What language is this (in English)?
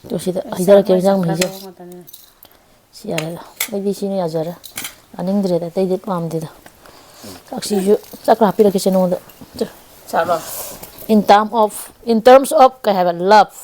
Manipuri